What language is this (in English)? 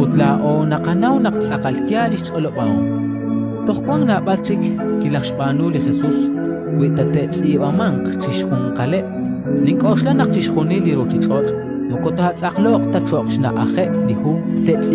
Kekchí